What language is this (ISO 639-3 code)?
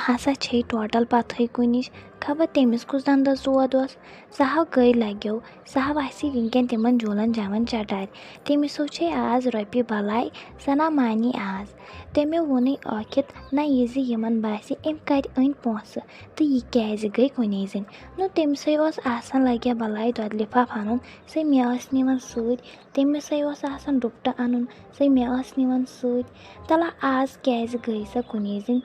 kas